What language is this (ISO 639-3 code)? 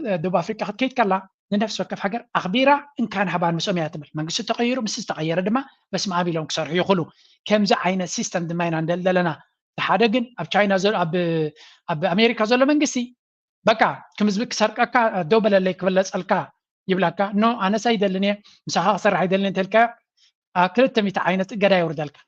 tir